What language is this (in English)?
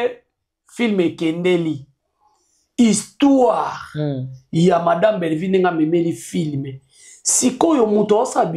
Lingala